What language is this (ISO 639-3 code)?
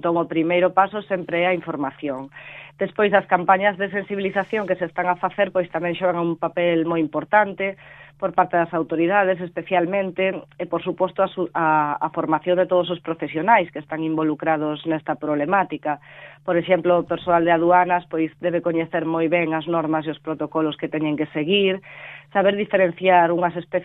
glg